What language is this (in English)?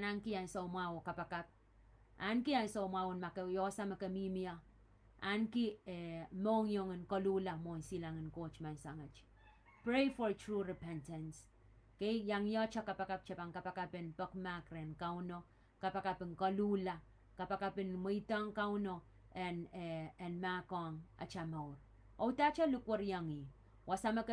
Pohnpeian